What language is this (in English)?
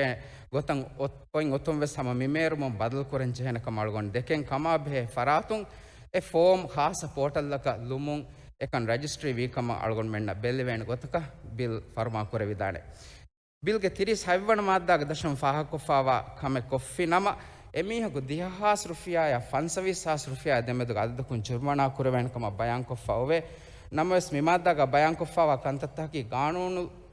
Divehi